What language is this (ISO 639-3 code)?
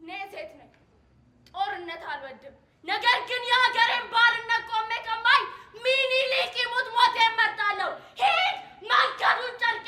amh